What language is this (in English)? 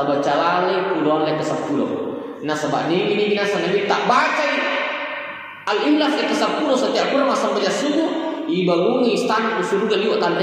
Buginese